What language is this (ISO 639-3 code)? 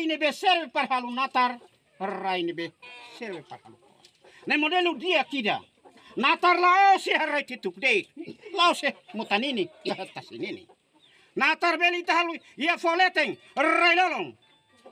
tet